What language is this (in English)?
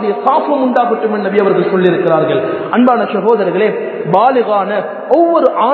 Tamil